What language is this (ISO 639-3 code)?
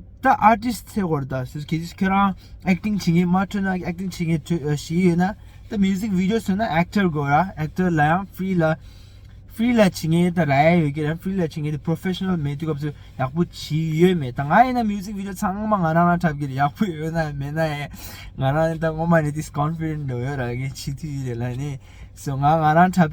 bod